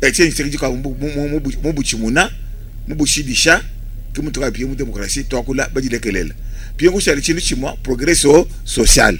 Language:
Luba-Lulua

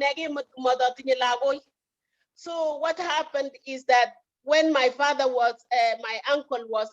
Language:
Kalenjin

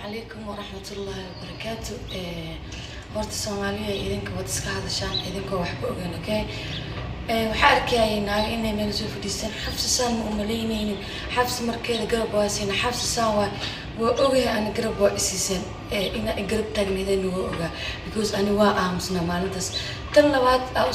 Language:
Somali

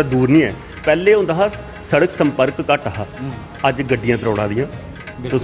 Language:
Dogri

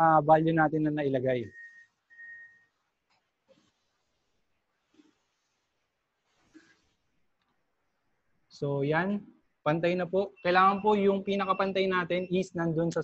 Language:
Filipino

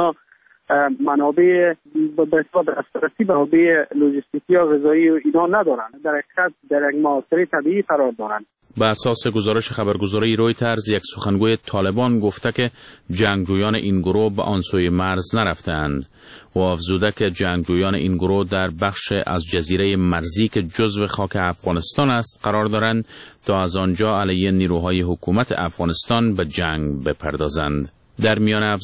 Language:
Persian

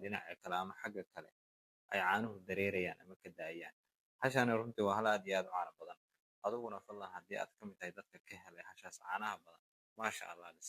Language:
Somali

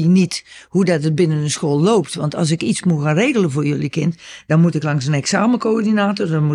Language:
Dutch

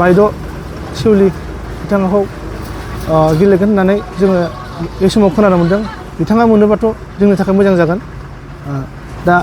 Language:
Bodo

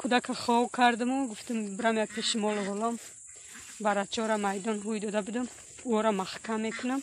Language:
Tajik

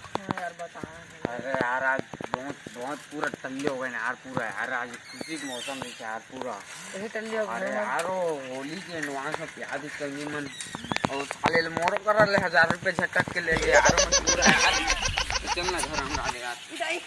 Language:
Chhattisgarhi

